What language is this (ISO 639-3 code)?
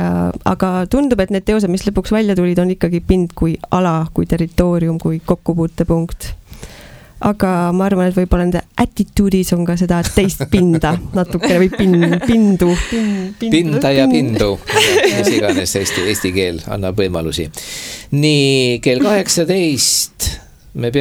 est